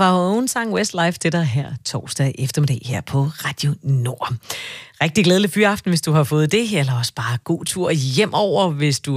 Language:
Danish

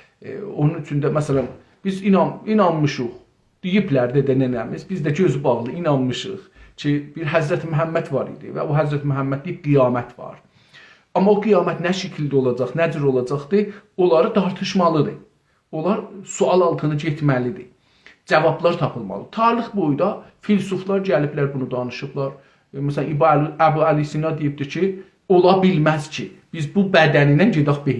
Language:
South Azerbaijani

